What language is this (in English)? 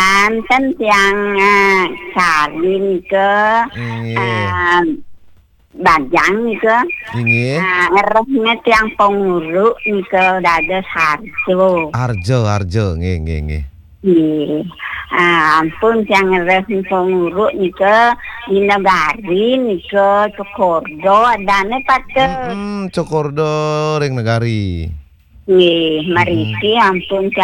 Balinese